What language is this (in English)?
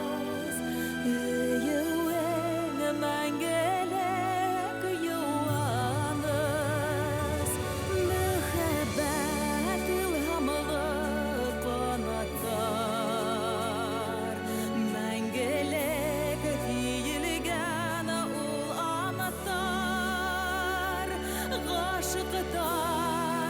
Bashkir